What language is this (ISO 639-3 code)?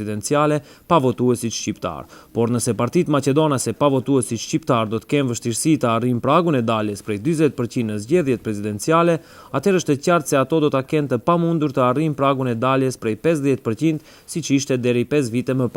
sqi